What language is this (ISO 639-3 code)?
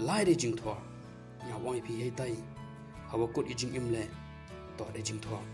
pbv